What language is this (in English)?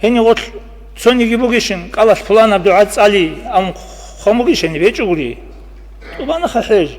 Avaric